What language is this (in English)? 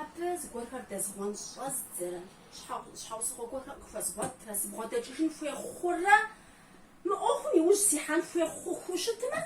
Kabardian